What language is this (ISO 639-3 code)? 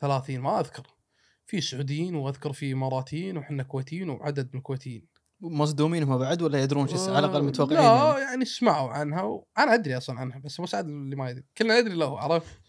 afb